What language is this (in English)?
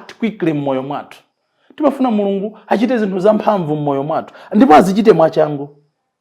Nyanja